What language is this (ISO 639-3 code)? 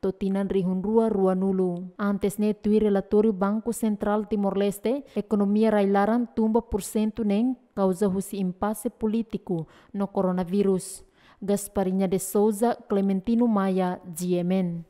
tet